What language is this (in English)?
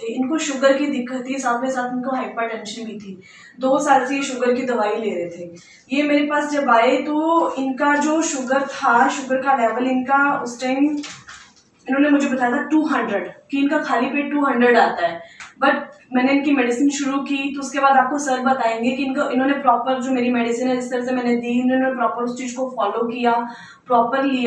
Hindi